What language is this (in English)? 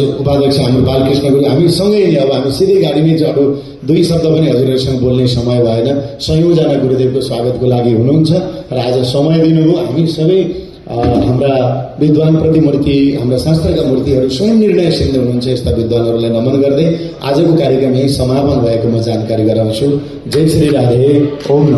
Nepali